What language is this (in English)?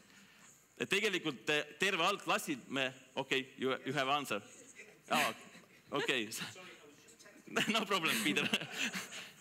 Estonian